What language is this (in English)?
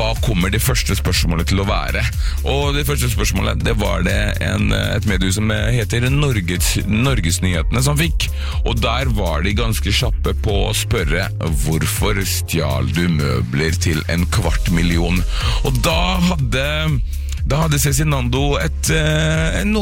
Norwegian